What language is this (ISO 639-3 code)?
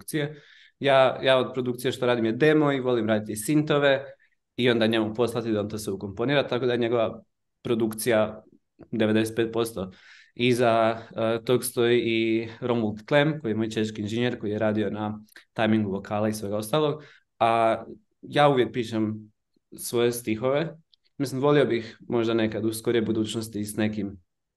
hrv